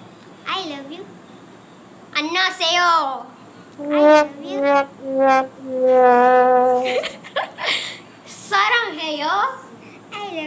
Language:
Malay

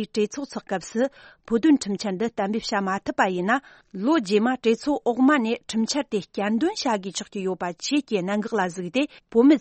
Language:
Tibetan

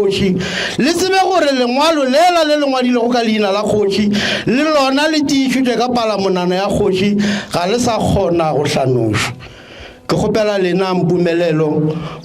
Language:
Northern Sotho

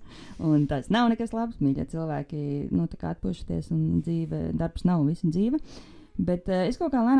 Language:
Latvian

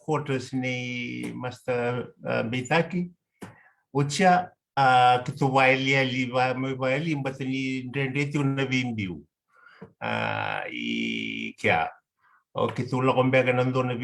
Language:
Fijian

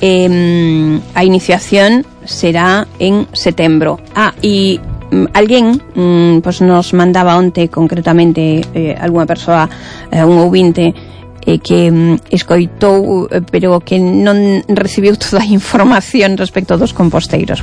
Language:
Galician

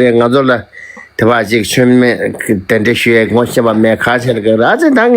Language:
Tibetan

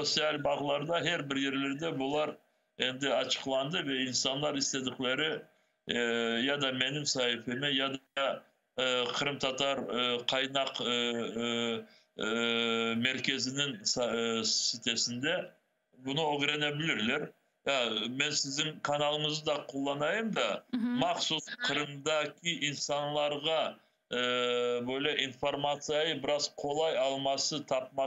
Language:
Crimean Tatar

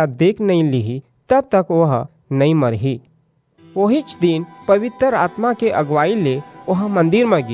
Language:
Chhattisgarhi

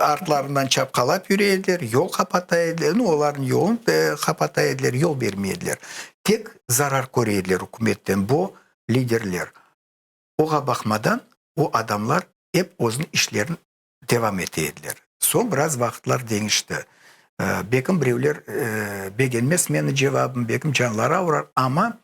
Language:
Crimean Tatar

